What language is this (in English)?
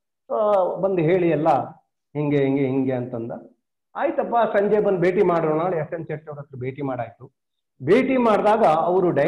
Kannada